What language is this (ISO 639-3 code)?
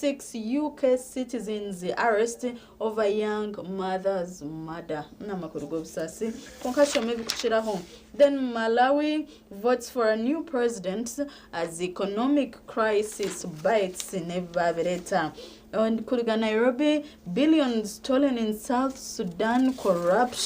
nyn